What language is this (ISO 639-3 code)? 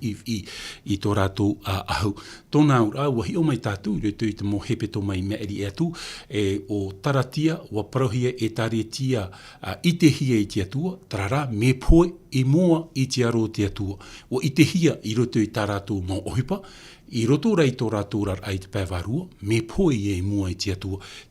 tah